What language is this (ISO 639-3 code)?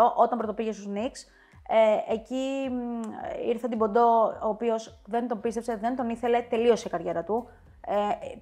ell